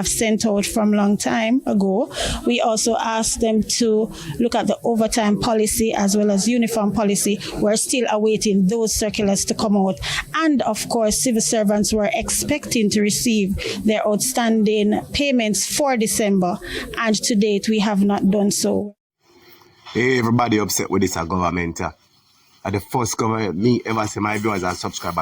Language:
Jamaican Creole English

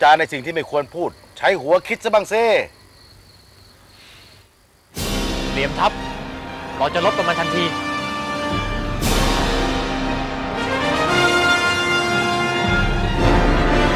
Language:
Thai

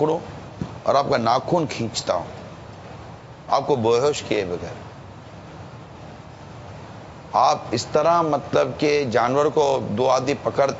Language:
Urdu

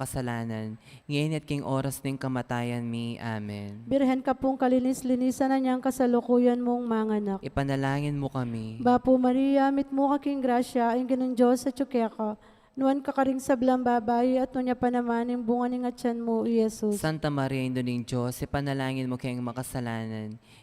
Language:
Pampanga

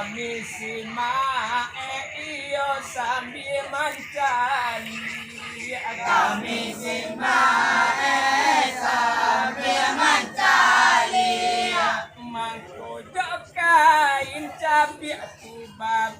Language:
Minangkabau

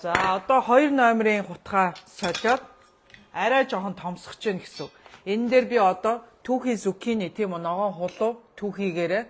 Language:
Mongolian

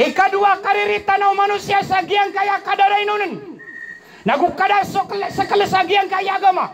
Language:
Maranao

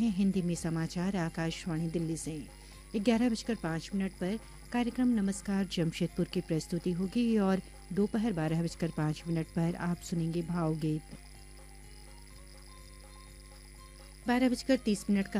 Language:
Hindi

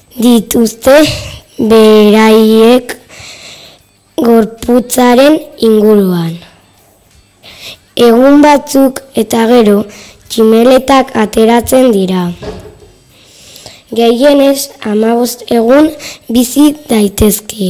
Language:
Basque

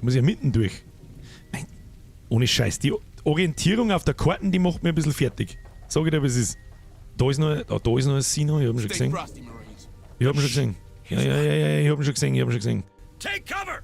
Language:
Bavarian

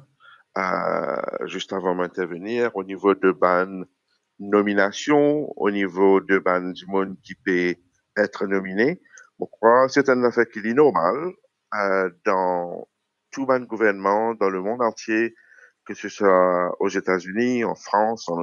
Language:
Morisyen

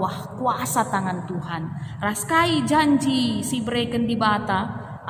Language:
Batak Karo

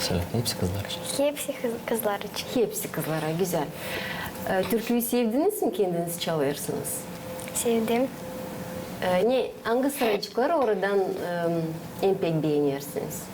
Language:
Gagauz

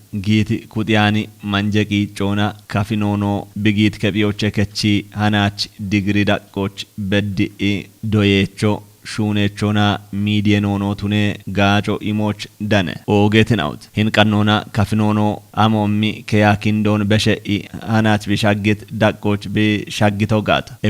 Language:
Kafa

